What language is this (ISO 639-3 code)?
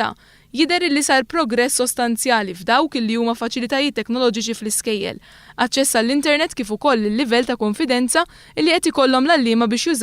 mlt